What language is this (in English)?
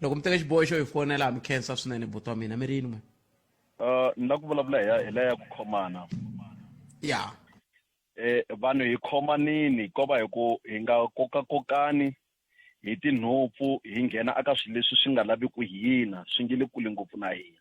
Tsonga